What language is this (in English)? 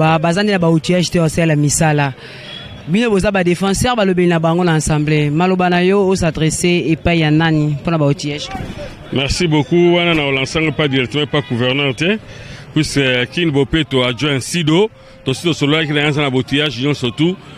Lingala